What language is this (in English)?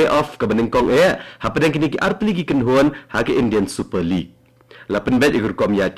Khasi